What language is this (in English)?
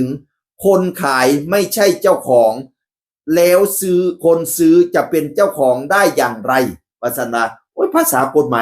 Northeastern Thai